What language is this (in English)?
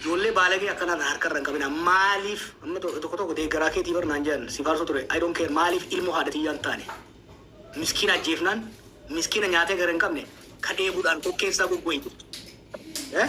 Oromo